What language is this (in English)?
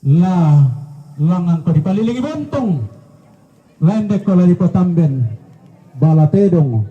Toraja-Sa'dan